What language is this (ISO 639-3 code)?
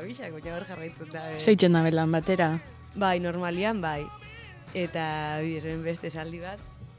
eus